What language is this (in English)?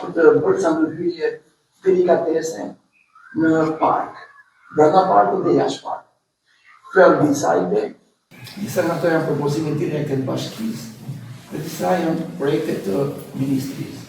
Albanian